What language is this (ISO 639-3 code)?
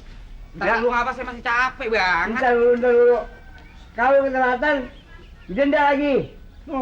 bew